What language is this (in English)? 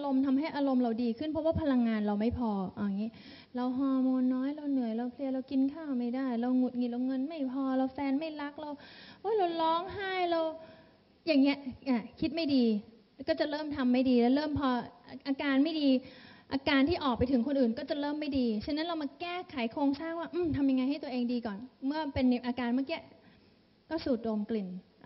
Thai